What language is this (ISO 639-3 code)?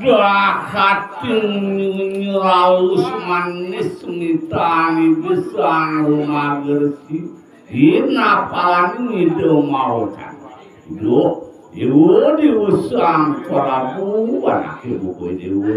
ban